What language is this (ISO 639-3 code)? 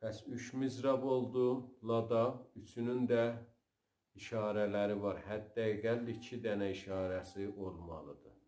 azb